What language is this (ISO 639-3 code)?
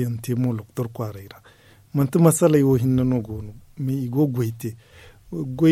dje